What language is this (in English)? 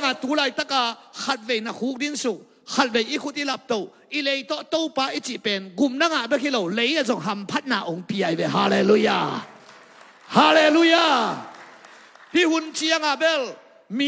Tedim Chin